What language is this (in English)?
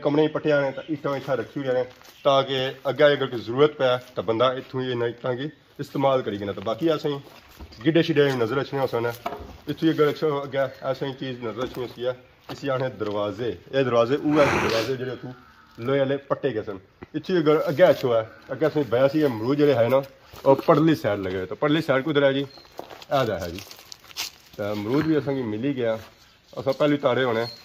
Pahari-Potwari